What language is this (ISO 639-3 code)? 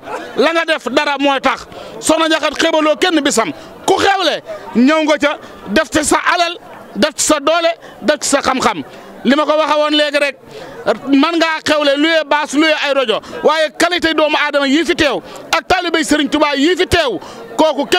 wol